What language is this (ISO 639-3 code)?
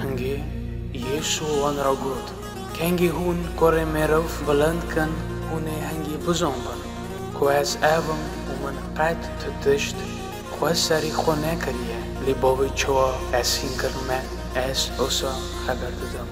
kur